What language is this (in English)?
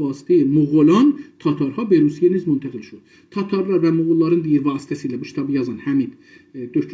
South Azerbaijani